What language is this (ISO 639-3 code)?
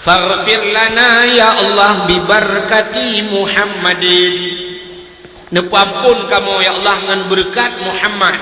ace